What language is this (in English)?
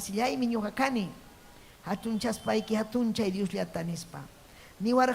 Ayacucho Quechua